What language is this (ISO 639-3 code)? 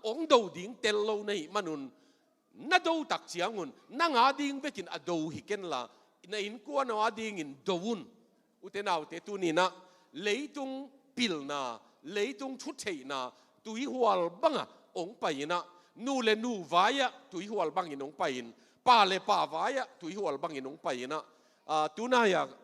ctd